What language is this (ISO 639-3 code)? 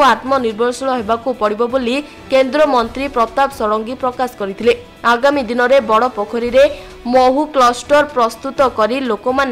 ori